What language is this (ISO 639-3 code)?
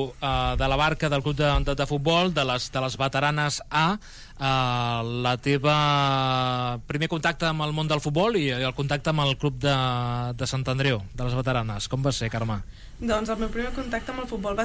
cat